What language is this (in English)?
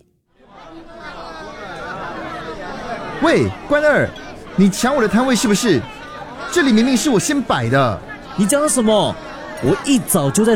Chinese